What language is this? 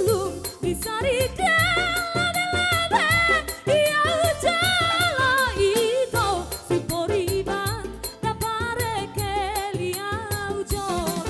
Batak Toba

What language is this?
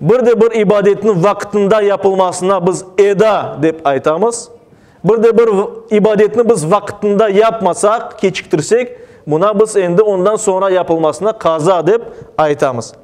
Crimean Tatar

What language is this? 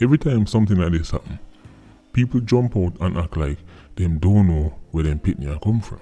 Jamaican Creole English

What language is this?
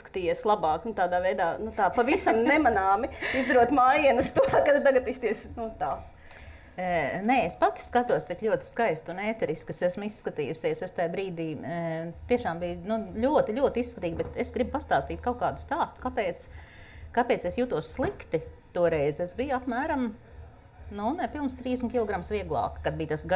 Latvian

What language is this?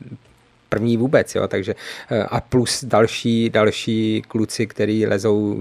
Czech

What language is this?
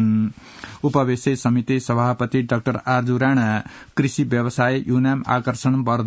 Sanskrit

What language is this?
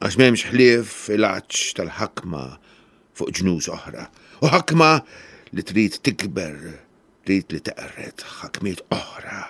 Maltese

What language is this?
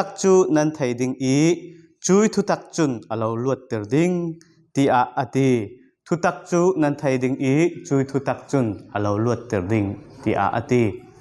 Falam Chin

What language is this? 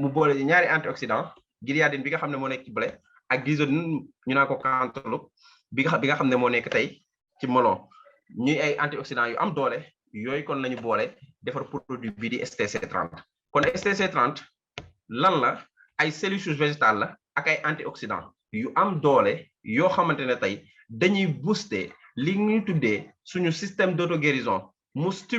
Wolof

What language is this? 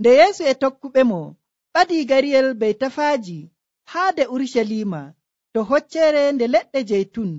Nigerian Fulfulde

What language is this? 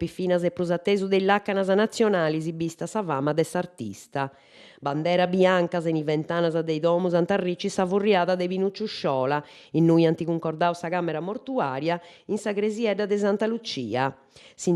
Sardinian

